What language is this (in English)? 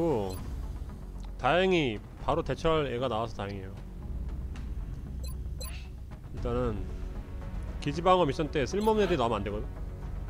Korean